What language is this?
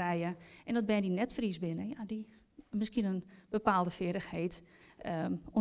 Western Frisian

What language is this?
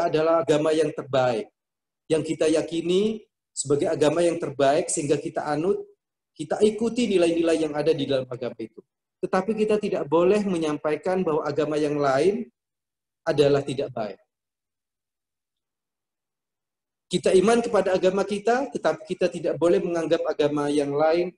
Indonesian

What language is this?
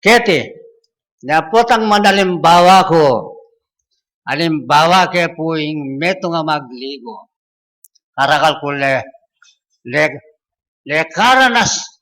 Pampanga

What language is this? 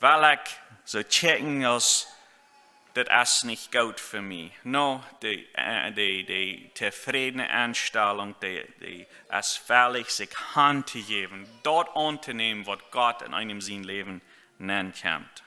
Plautdietsch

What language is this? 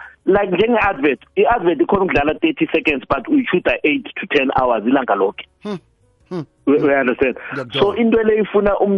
South Ndebele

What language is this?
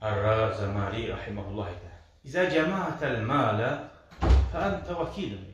Kumyk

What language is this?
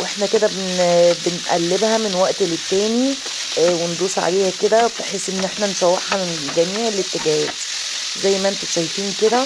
Egyptian Arabic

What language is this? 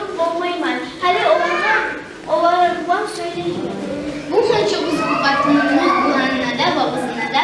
Kumyk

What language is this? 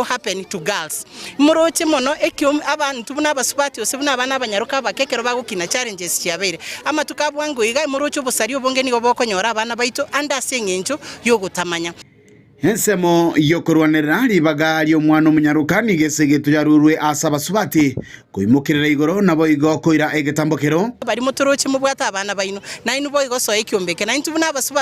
Gusii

